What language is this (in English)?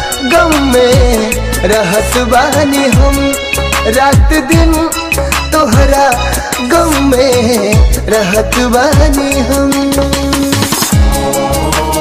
Bhojpuri